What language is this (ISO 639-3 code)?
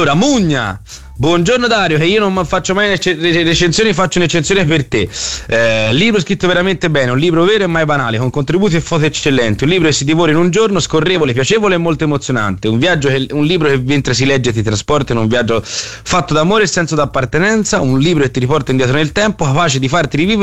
ita